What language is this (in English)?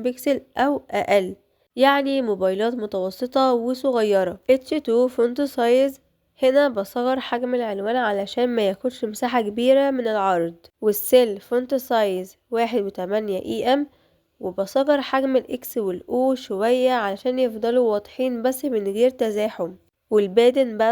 Egyptian Arabic